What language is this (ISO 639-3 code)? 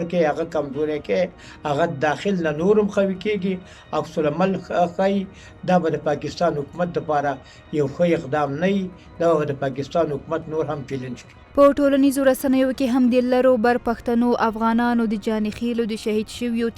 pus